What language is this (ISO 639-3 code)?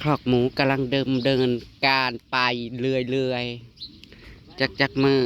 tts